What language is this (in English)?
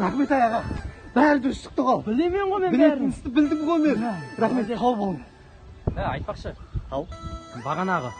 Kara-Kalpak